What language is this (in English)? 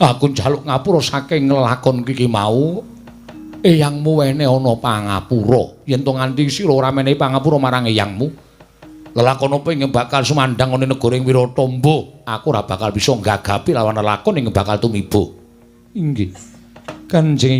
Javanese